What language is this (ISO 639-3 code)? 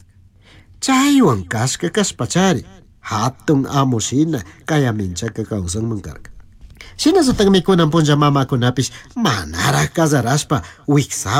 qug